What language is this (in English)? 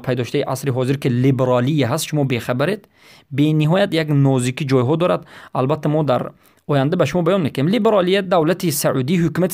Persian